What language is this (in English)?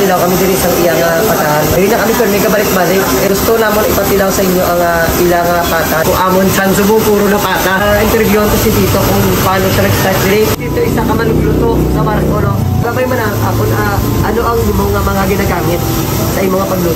Hiligaynon